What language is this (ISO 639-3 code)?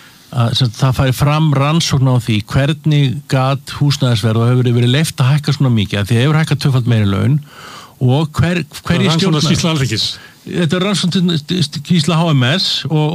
isl